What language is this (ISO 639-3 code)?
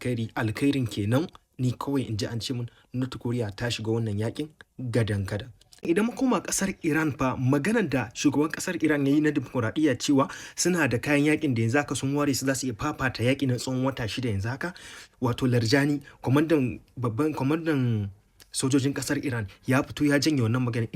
hau